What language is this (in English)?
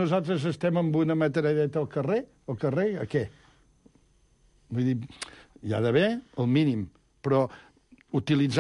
Catalan